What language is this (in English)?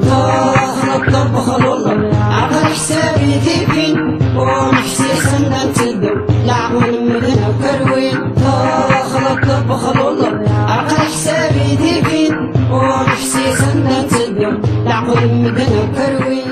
Kabyle